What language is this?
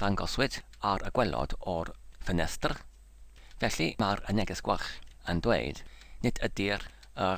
Welsh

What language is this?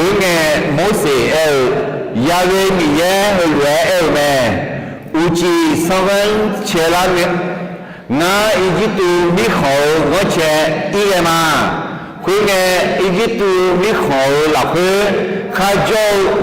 Akha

